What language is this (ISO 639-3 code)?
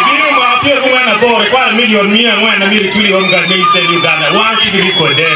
ach